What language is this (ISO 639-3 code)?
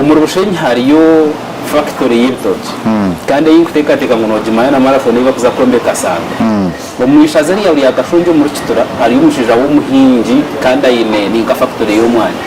nyn